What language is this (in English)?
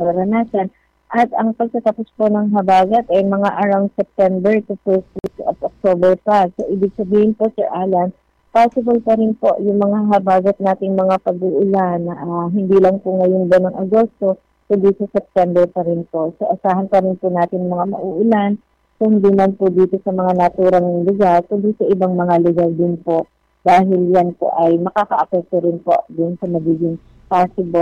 Filipino